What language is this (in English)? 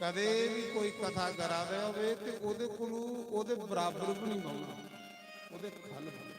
Dogri